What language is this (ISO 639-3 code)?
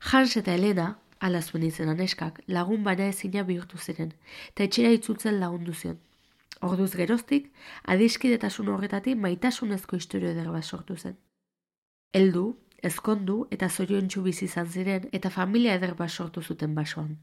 eus